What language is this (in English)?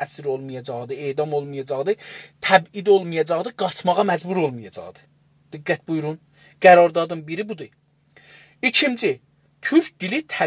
South Azerbaijani